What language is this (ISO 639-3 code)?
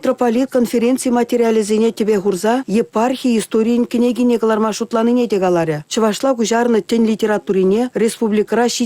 chv